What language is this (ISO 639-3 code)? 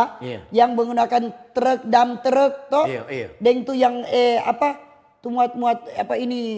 xmm